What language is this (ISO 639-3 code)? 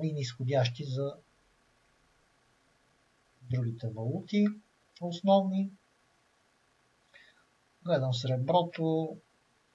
bul